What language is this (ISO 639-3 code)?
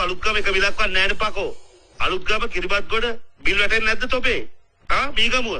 sin